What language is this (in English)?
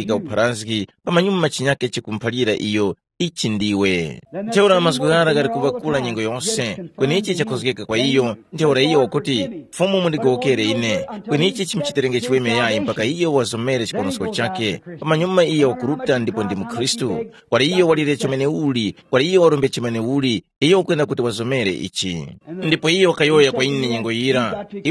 Tumbuka